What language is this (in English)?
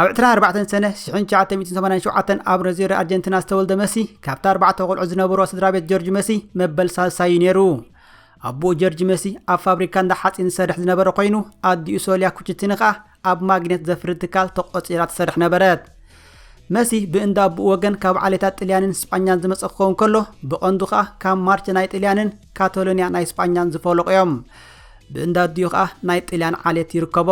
Tigrinya